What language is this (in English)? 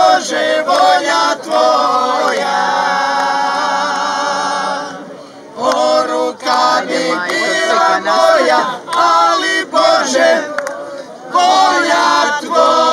Croatian